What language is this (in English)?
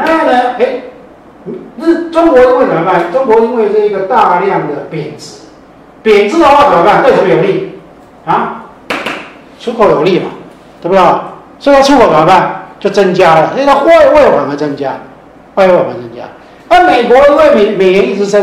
Chinese